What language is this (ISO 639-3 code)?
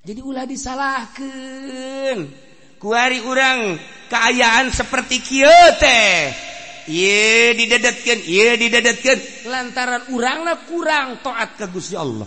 sun